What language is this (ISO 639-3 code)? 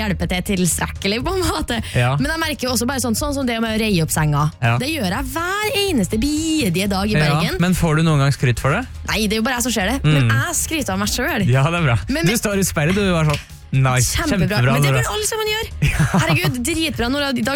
nor